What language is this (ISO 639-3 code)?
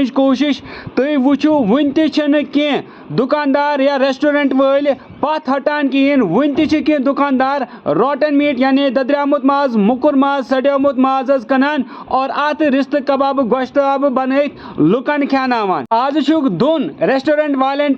kas